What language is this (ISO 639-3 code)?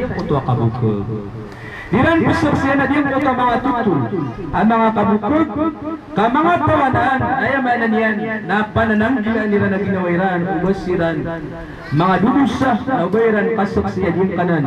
mrw